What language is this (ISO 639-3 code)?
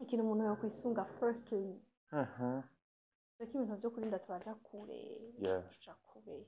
run